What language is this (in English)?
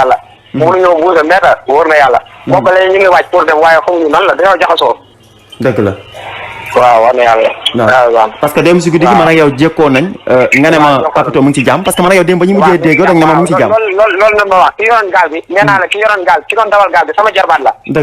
Wolof